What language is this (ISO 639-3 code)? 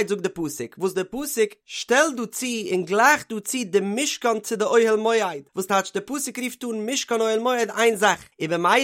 yid